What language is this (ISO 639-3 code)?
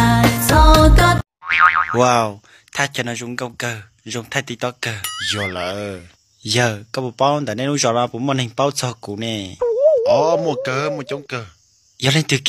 hmn